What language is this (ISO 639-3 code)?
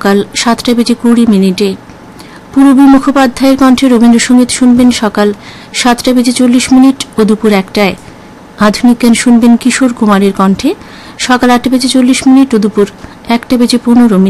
ben